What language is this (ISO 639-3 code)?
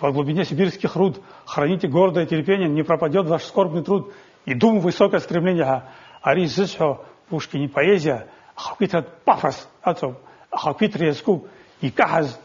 abk